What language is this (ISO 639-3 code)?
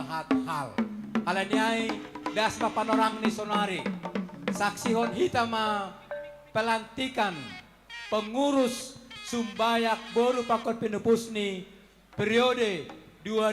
bts